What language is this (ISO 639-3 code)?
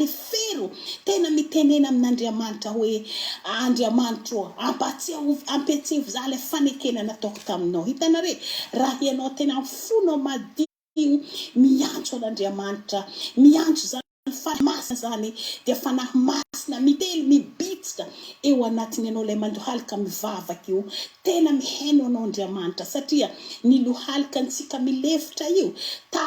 mlg